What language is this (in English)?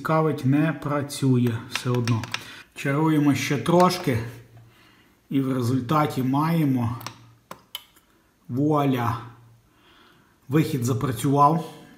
Ukrainian